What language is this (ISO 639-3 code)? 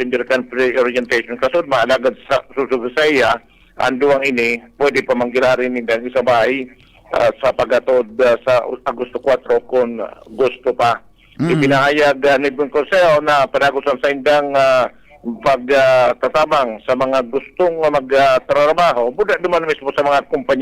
bik